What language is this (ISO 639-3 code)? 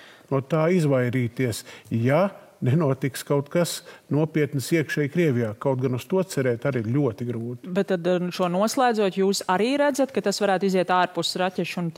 lav